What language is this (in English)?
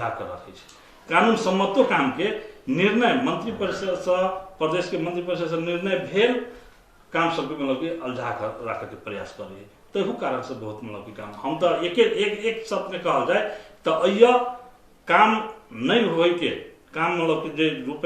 Maithili